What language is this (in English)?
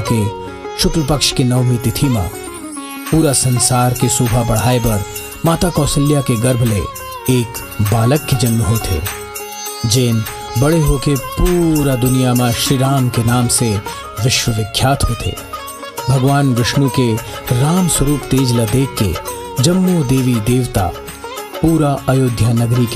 Chhattisgarhi